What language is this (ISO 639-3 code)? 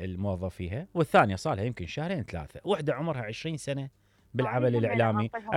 acm